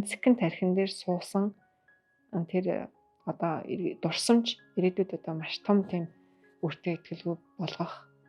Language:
Mongolian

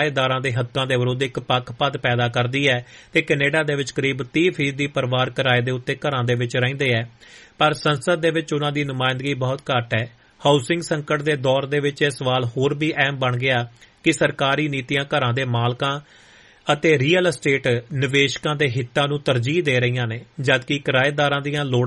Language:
Punjabi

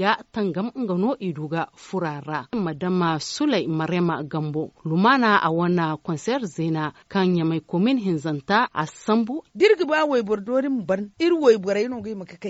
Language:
Zarma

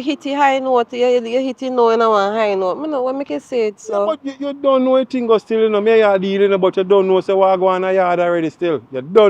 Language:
Jamaican Creole English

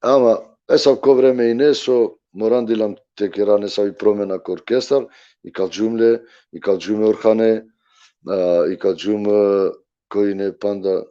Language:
Balkan Romani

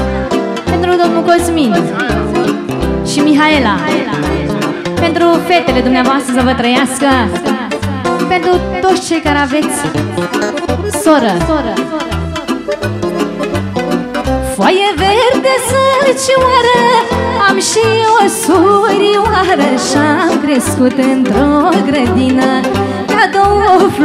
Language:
Romanian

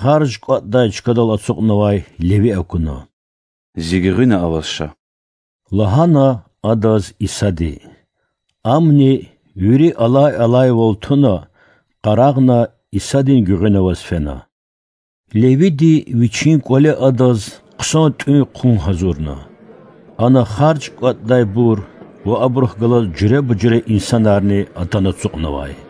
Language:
Lezghian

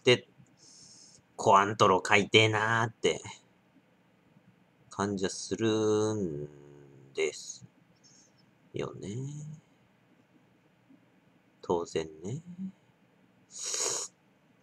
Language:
Japanese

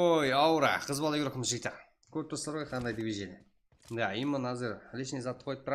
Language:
Kara-Kalpak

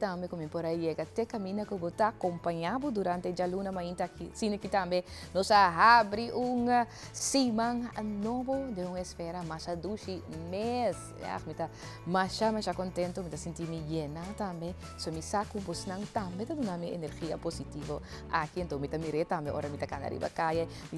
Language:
Papiamento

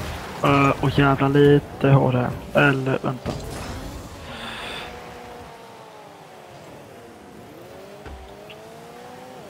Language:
Swedish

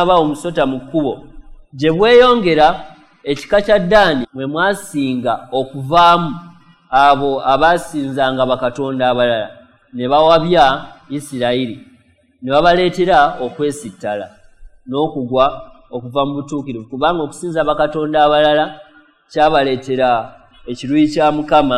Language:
Ganda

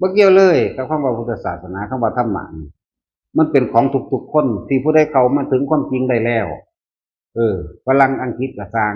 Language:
Northeastern Thai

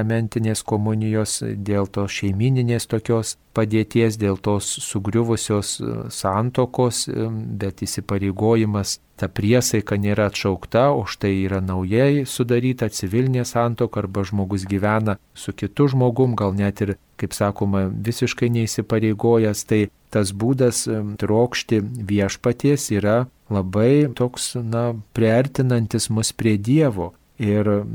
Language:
Lithuanian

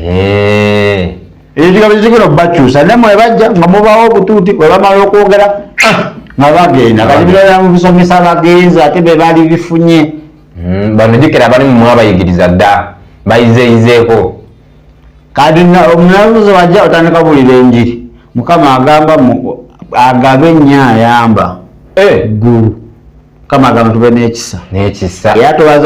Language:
Ganda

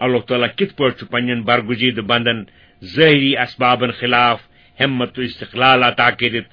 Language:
Kashmiri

